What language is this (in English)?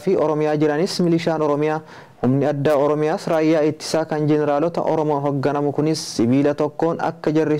Oromo